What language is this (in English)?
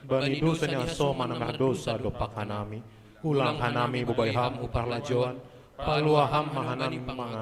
Batak Simalungun